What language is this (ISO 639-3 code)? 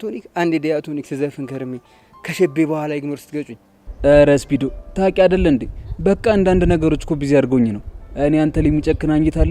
amh